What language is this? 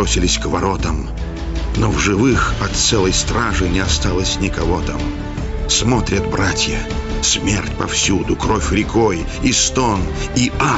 Russian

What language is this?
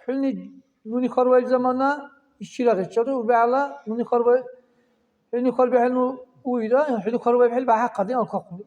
Dargwa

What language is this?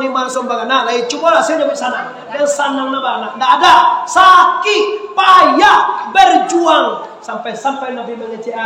Minangkabau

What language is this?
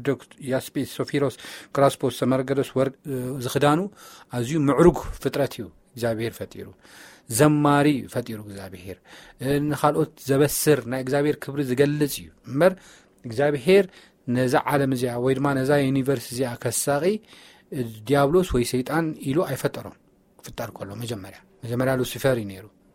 Tigrinya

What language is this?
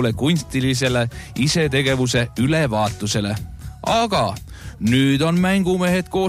Estonian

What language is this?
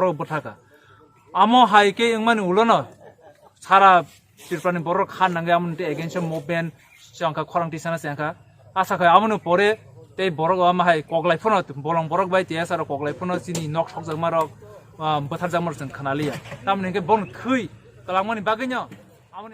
Kok Borok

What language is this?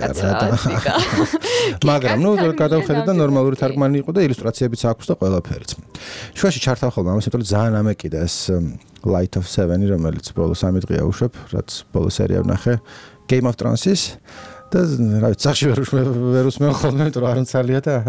Georgian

